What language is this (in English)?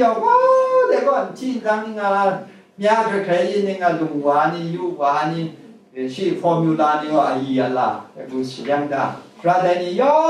Kachin